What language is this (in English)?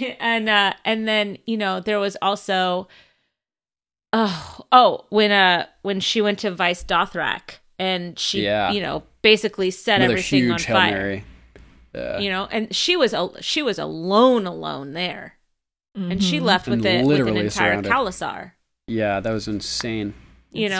English